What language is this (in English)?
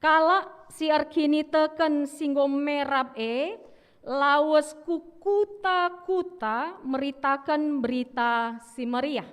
Batak Karo